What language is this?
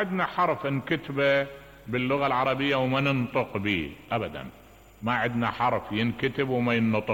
Mesopotamian Arabic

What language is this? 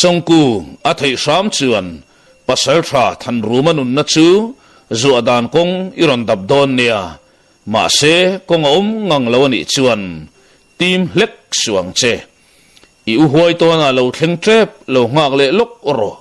Mizo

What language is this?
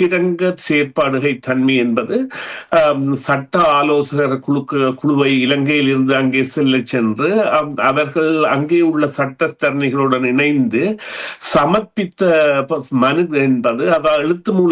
Tamil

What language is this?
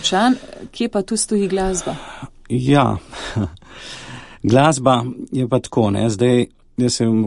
Slovenian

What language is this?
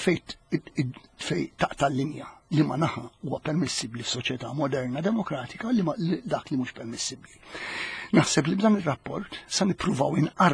Maltese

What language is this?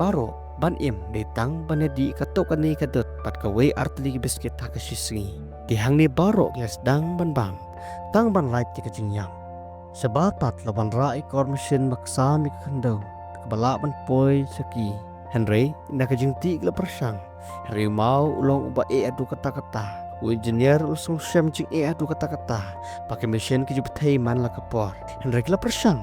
Khasi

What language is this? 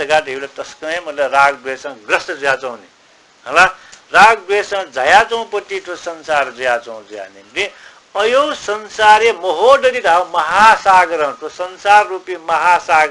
Newari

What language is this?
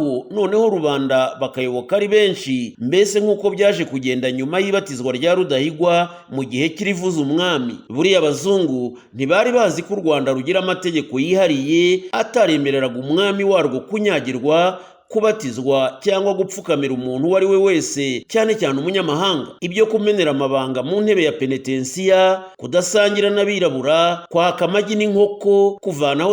Kinyarwanda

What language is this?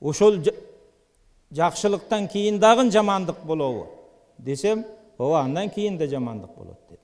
Kyrgyz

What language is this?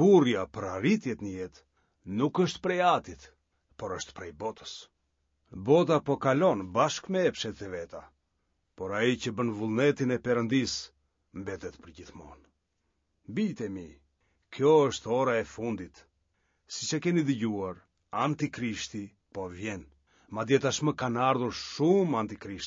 Albanian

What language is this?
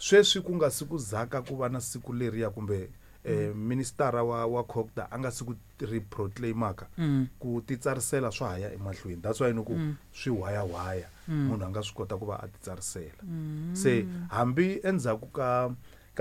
Tsonga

